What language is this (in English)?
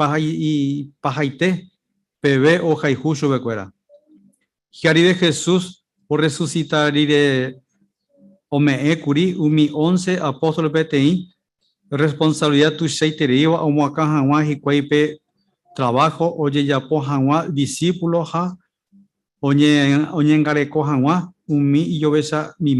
Guarani